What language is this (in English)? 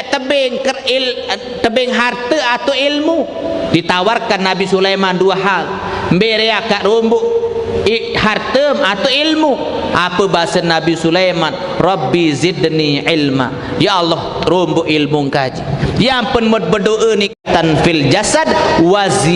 Sasak